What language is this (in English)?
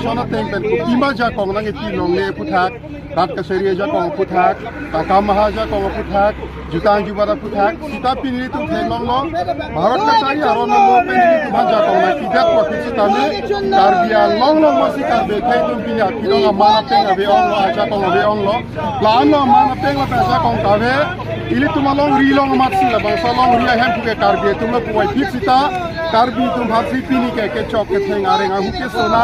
Karbi